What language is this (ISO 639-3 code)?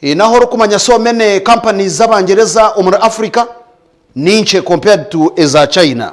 nyn